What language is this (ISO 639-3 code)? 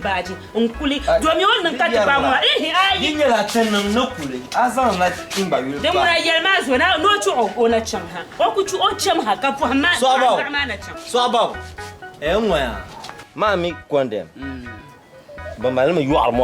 dag